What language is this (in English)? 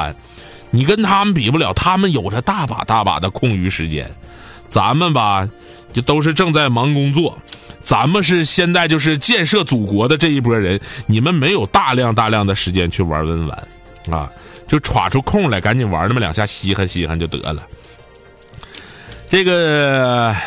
Chinese